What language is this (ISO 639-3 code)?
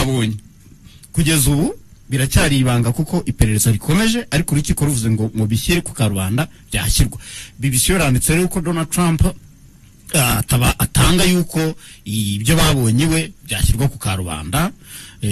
kin